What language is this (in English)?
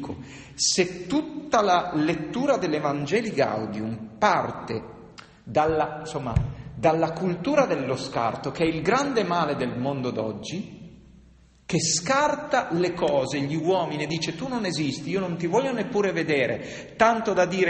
Italian